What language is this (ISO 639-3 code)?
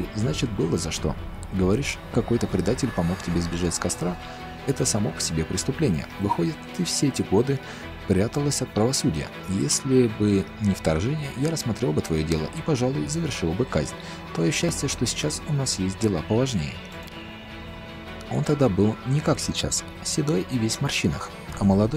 rus